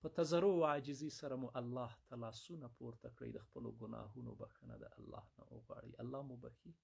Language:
Pashto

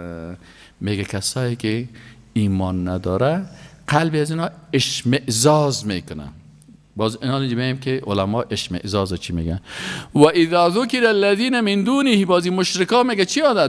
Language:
Persian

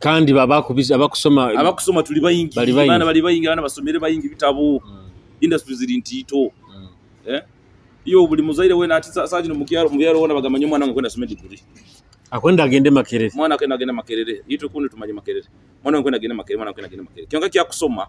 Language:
Nyoro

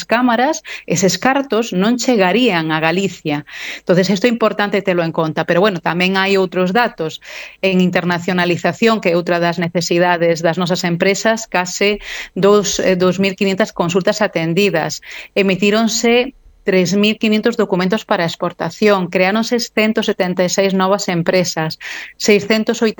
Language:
Galician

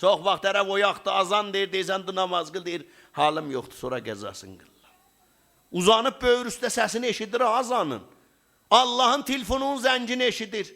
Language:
South Azerbaijani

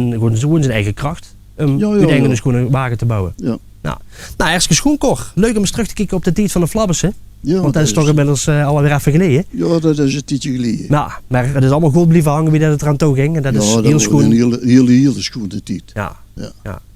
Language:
Limburgish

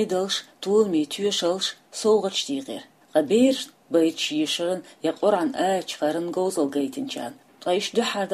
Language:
Chechen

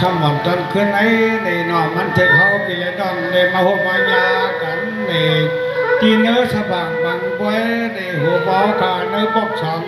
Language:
Shan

